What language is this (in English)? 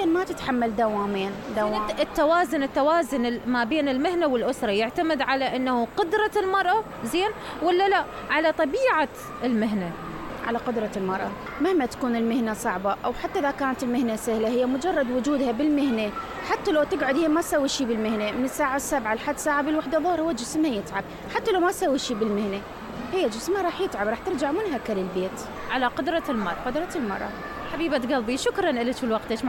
Mesopotamian Arabic